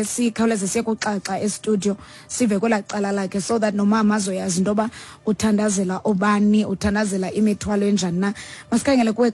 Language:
Xhosa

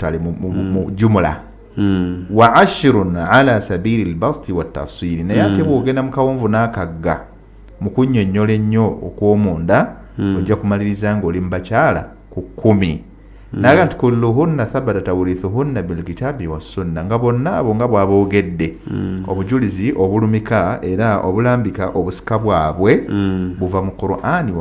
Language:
Ganda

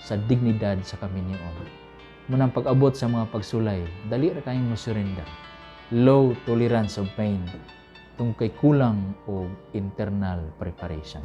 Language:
Cebuano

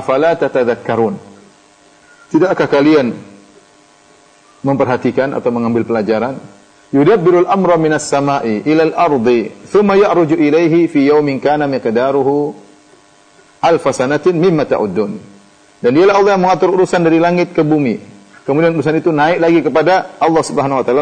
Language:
Indonesian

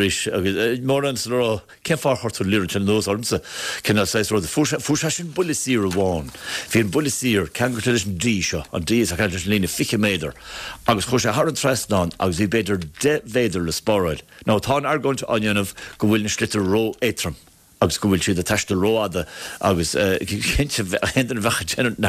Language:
Irish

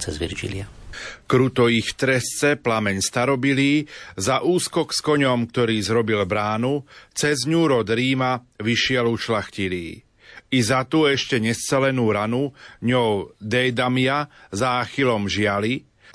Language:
Slovak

